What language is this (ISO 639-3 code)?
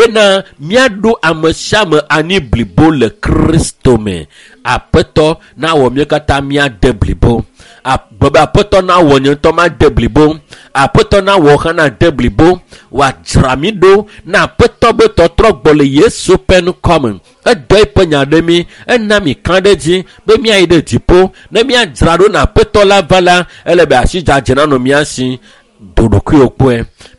ewe